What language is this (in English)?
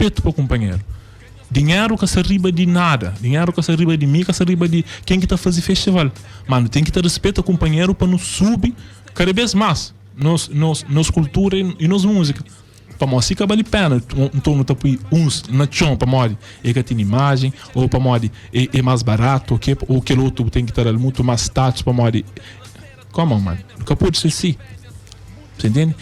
Kabuverdianu